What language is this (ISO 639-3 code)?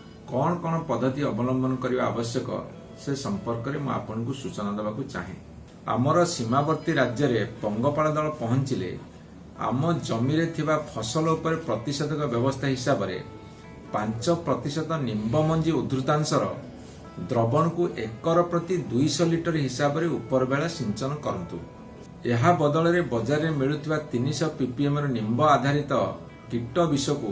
ori